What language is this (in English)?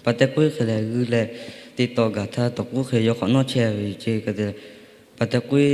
Lahu